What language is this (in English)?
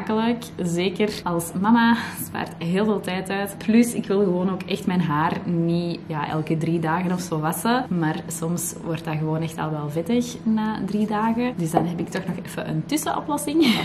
Dutch